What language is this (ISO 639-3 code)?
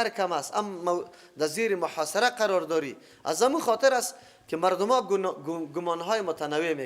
fas